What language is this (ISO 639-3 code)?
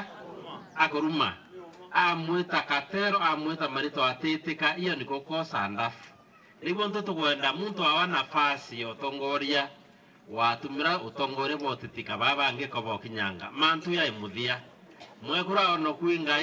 mer